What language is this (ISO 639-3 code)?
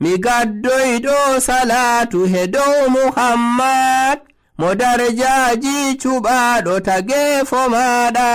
fuv